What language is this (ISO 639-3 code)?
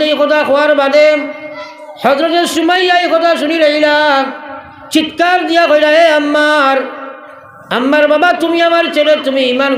syl